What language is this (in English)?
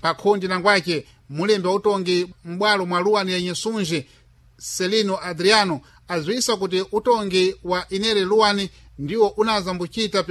Sena